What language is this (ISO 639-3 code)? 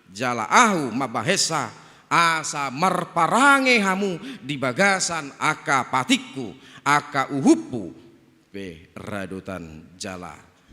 bbc